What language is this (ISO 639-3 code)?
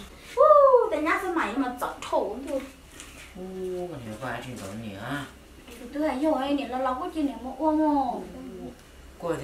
hmn